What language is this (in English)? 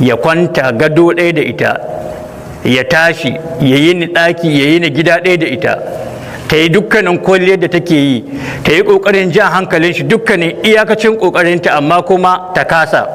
Hausa